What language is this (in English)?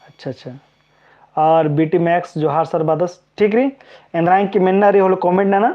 Kurukh